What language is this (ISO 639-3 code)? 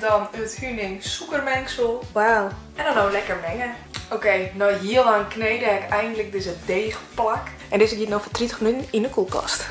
fry